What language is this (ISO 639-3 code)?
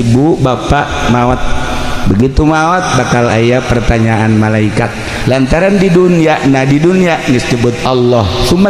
sun